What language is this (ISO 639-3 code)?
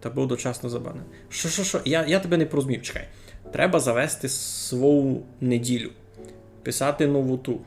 rue